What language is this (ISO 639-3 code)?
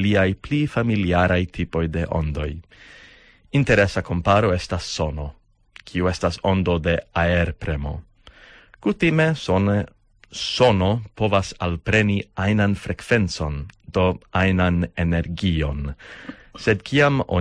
epo